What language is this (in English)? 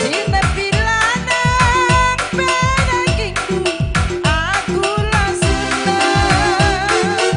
Batak Karo